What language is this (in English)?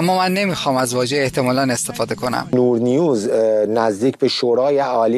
Persian